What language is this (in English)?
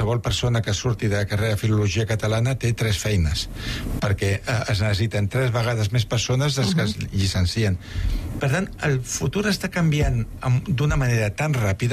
Catalan